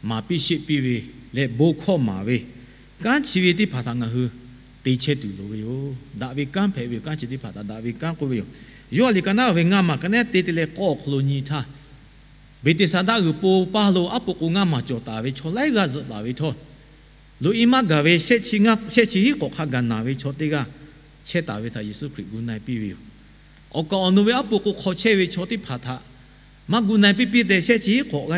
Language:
Lahu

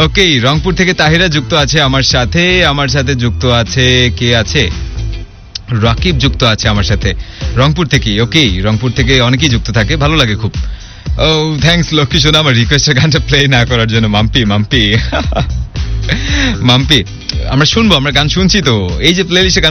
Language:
Bangla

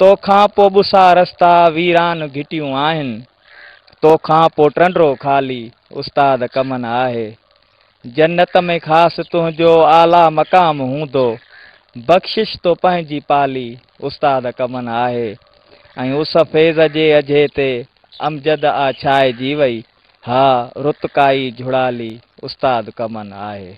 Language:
Sindhi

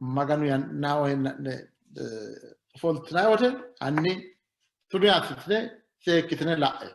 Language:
Sidamo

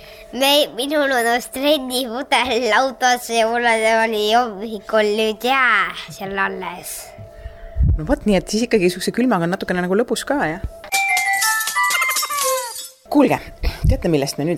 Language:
Estonian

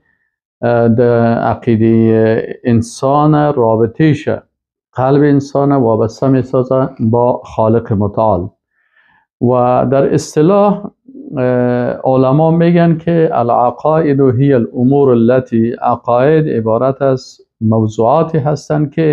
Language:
Persian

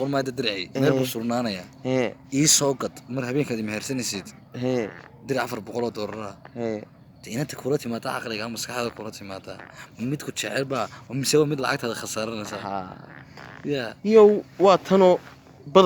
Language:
Somali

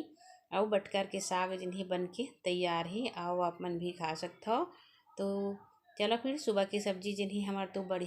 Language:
Chhattisgarhi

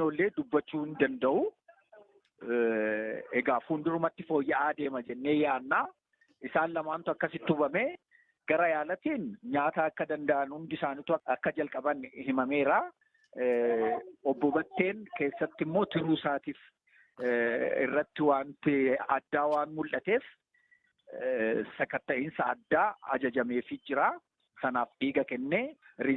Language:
Oromo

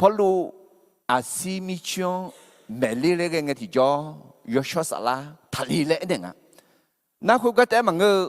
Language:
Akha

